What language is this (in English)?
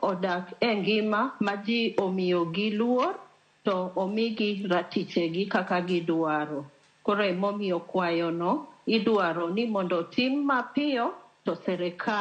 Luo (Kenya and Tanzania)